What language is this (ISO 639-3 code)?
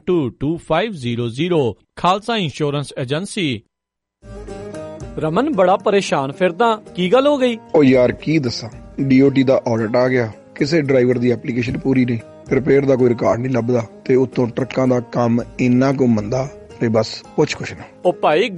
pan